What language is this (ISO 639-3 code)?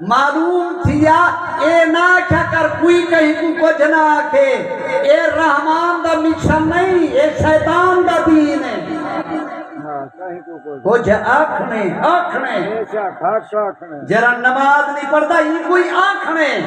skr